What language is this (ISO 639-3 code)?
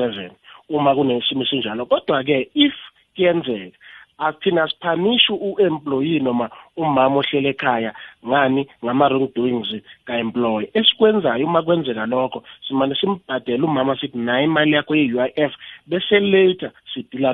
nbl